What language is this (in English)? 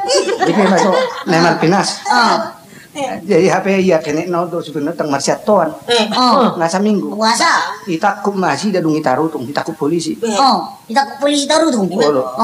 Batak Toba